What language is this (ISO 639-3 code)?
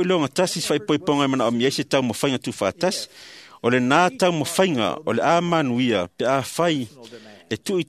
smo